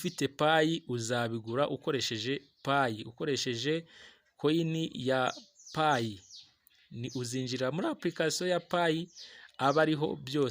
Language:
Kinyarwanda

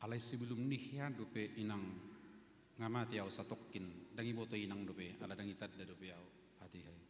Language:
Batak Toba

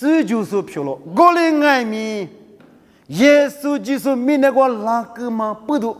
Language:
Lisu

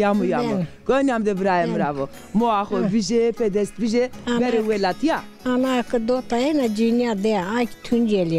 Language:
Zaza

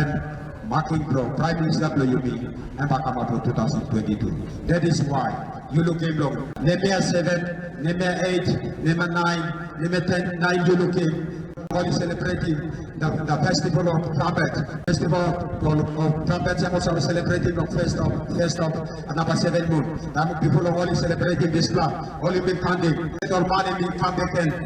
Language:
Tok Pisin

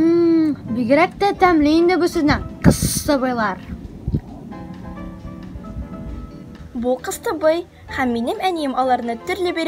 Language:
Tatar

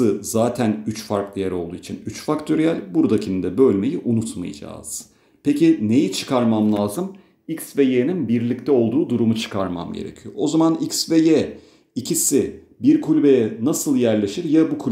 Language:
Turkish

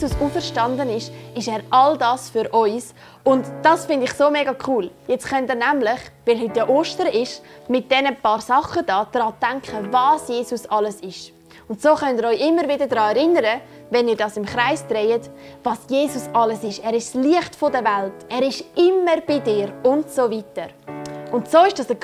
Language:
Swiss German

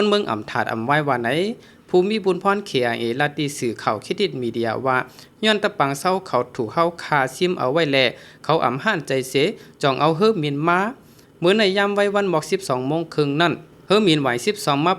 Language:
Shan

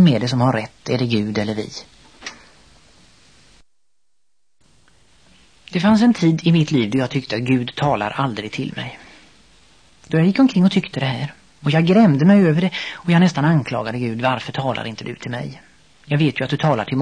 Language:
Swedish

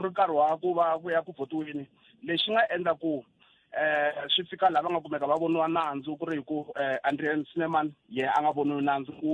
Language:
Tsonga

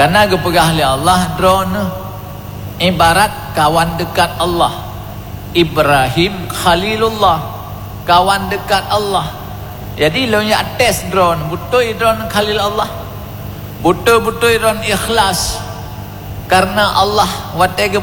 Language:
Achinese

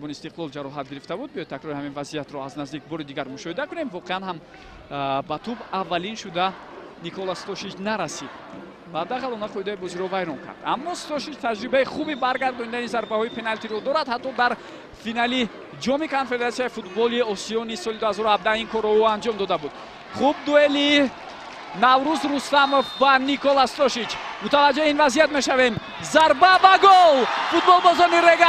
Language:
Tajik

